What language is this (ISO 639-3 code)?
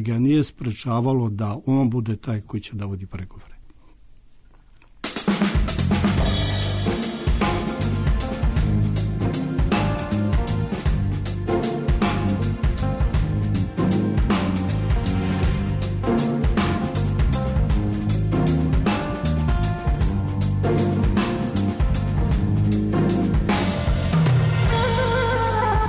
srp